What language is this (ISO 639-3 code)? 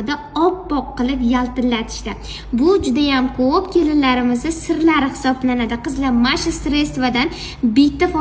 uzb